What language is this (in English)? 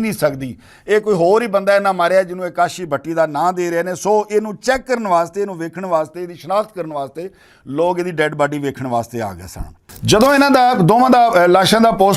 Western Panjabi